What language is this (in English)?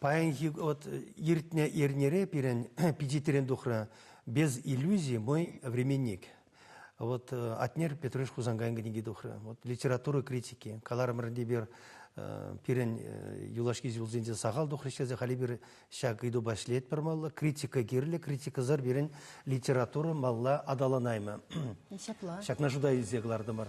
Chuvash